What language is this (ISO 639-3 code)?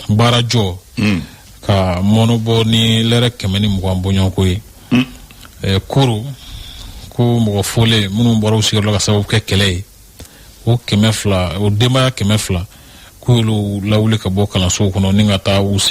bam